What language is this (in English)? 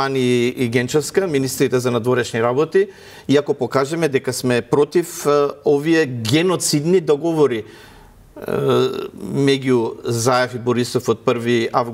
Macedonian